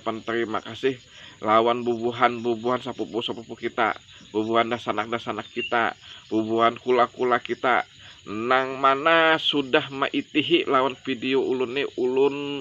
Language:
Banjar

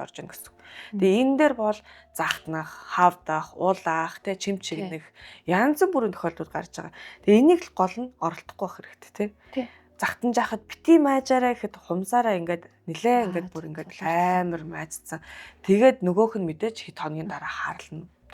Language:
Mongolian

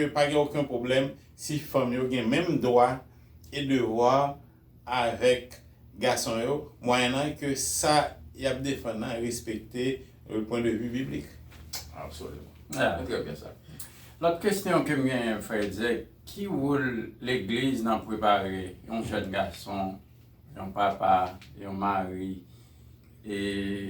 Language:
Haitian Creole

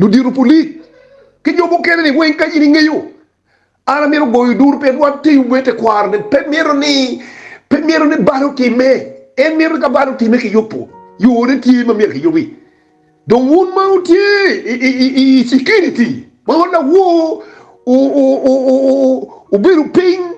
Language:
Acoli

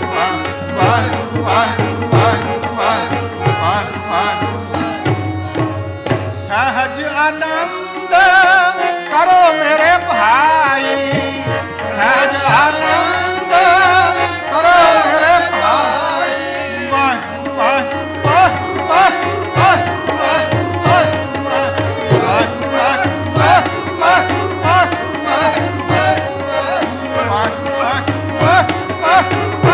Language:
Punjabi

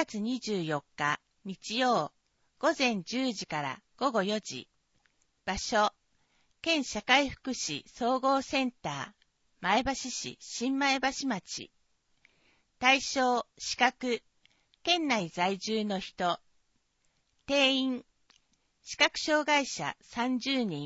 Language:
Japanese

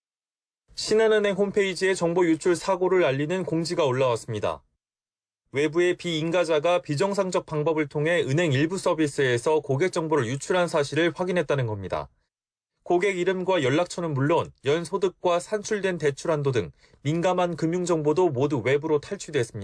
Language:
Korean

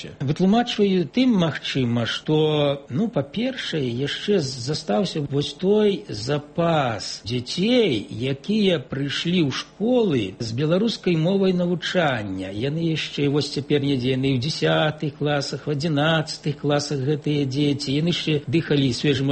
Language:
Belarusian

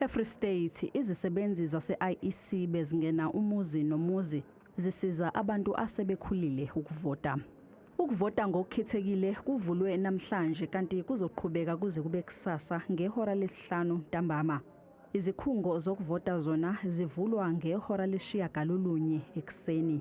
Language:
Zulu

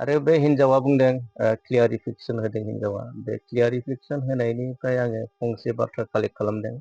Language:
Bodo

